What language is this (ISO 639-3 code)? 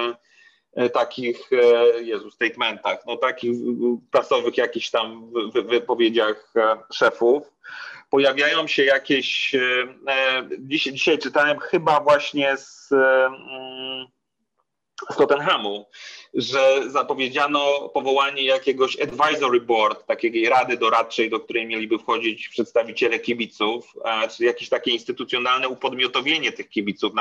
pol